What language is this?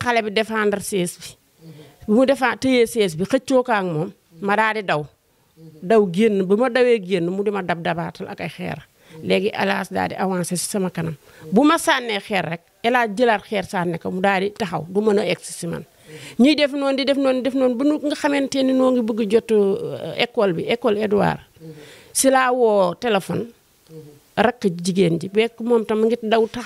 Wolof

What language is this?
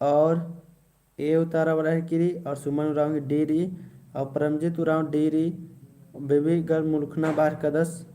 Kurukh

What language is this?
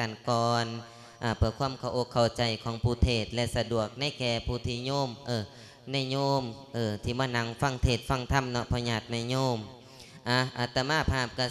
Lao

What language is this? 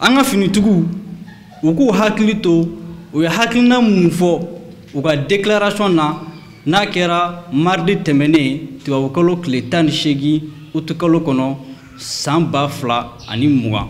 Bambara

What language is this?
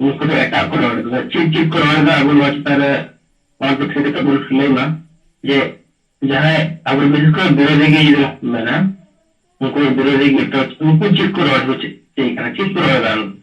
Santali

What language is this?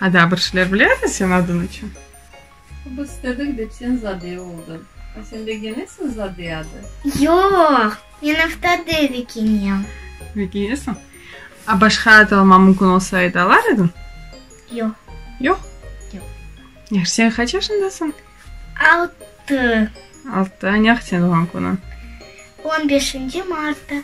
Crimean Tatar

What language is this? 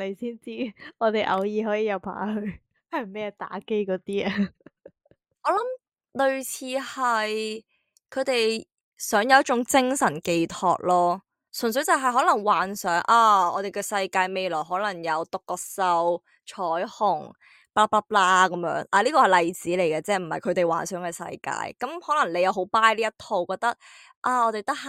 Cantonese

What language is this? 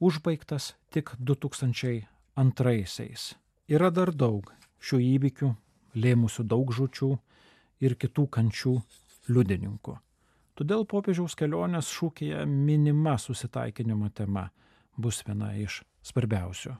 Lithuanian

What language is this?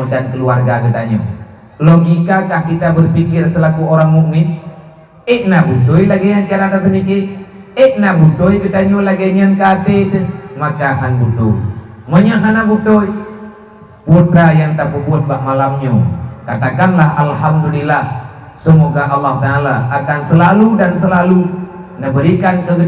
Achinese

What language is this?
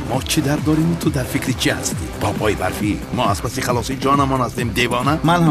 Tajik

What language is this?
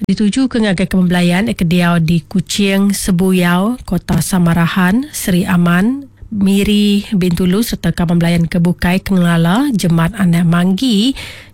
Iban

